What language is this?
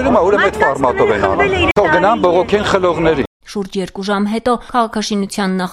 Armenian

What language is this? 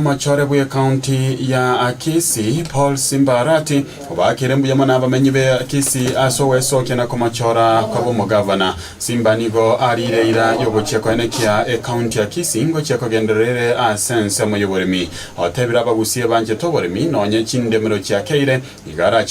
Gusii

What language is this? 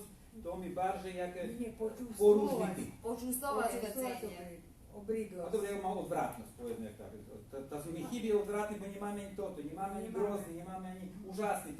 Rusyn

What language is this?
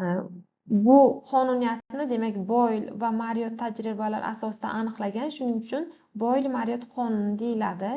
Uzbek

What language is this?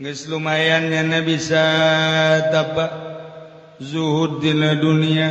Sundanese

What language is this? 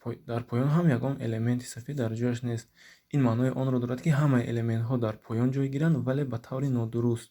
Tajik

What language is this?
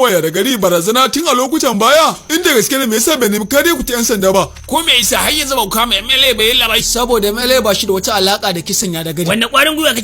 Hausa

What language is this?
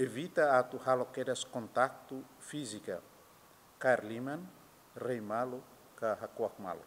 Tetum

